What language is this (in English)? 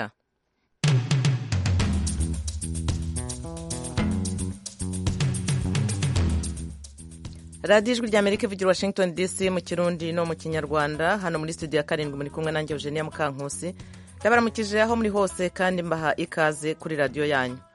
Kinyarwanda